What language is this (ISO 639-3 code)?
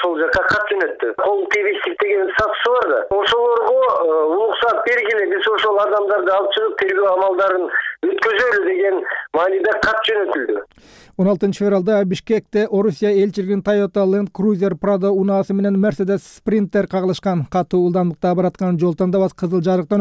kir